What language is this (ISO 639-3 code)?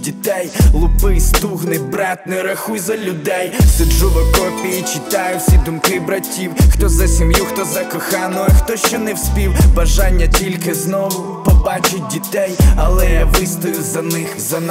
ukr